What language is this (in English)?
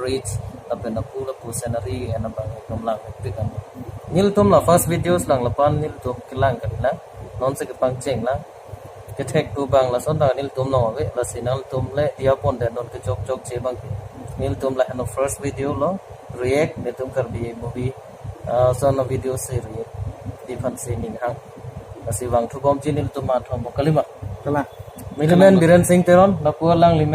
Karbi